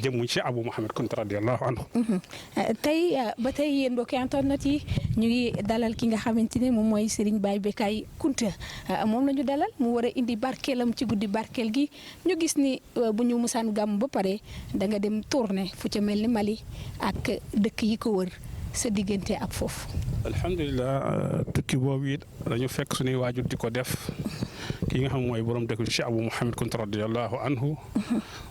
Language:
Wolof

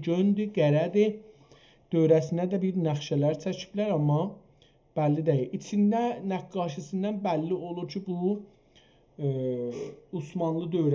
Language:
South Azerbaijani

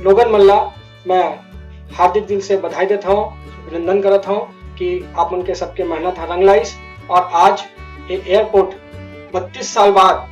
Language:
Chhattisgarhi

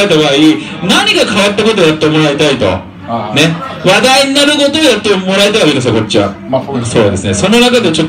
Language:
Japanese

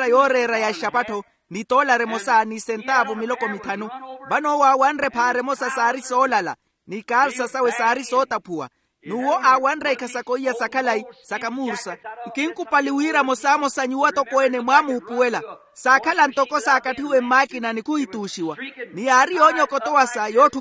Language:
Makhuwa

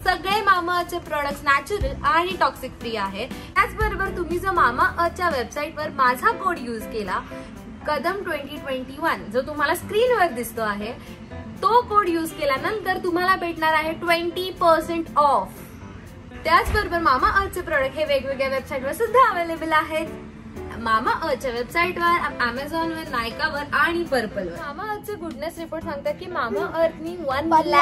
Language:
Marathi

